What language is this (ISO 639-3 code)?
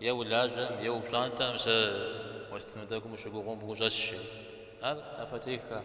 kbd